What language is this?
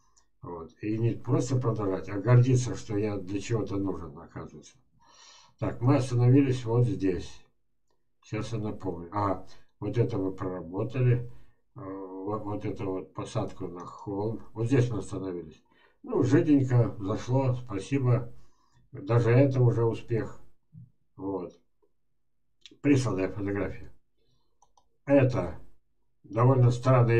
Russian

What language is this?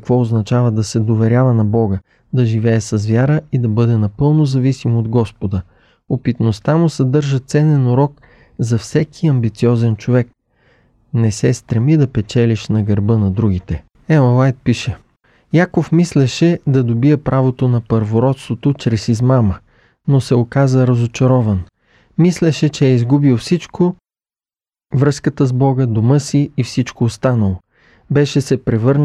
Bulgarian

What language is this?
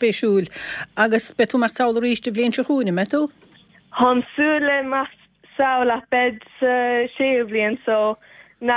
Irish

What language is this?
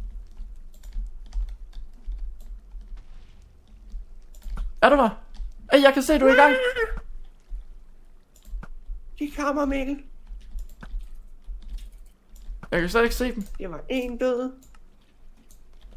Danish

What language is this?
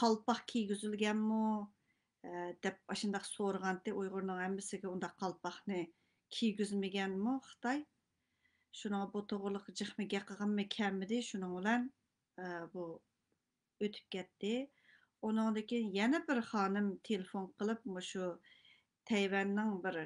Uyghur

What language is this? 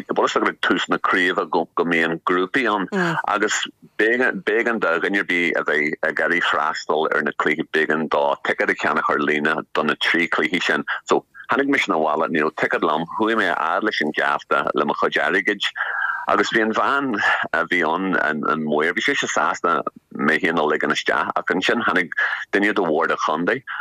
Irish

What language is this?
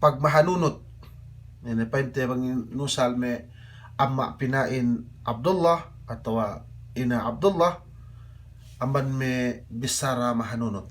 Yakan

